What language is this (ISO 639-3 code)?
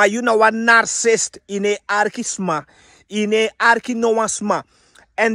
srn